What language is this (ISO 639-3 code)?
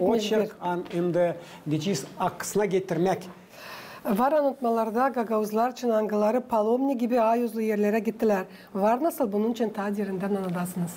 gag